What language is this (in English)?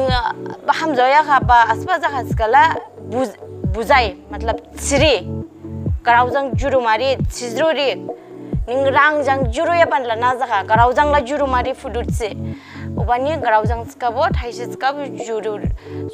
Dimasa